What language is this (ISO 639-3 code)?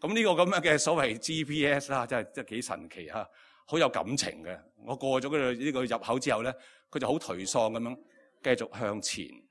yue